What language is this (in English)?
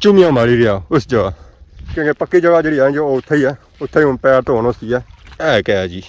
Pahari-Potwari